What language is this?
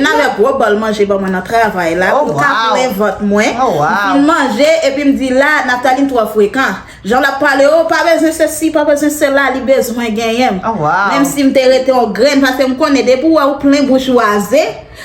Haitian Creole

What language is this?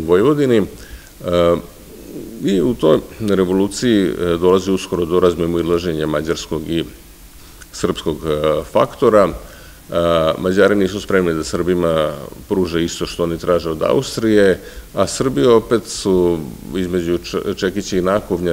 Serbian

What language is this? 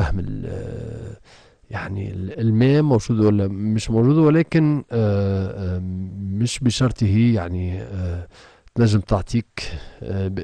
Tunisian Arabic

